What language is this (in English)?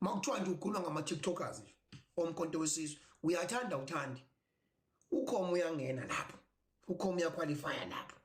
Zulu